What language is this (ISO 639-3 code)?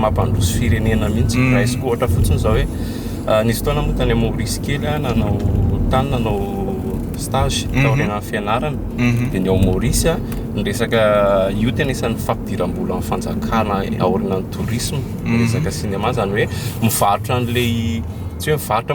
mlg